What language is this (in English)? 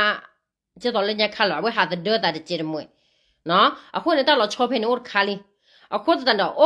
S'gaw Karen